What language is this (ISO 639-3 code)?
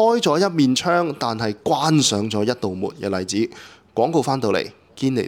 yue